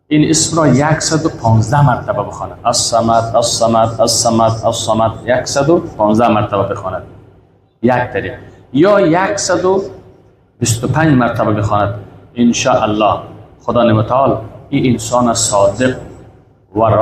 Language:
Persian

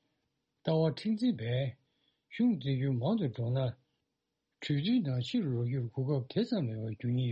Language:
Tibetan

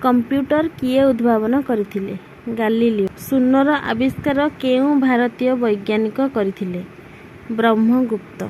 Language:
Odia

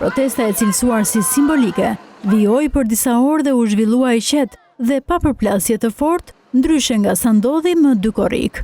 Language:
Albanian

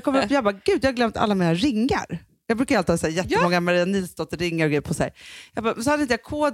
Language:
Swedish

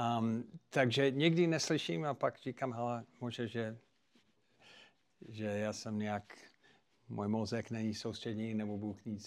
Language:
Czech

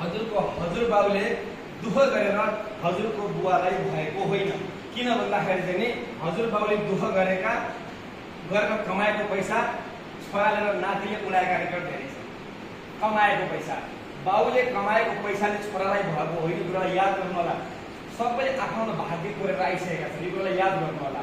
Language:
Nepali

